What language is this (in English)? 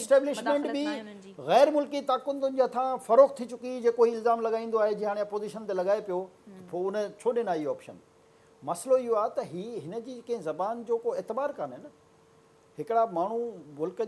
Sindhi